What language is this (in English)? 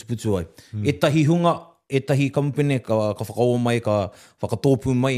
Māori